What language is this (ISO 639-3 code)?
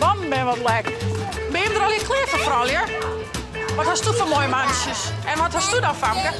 fry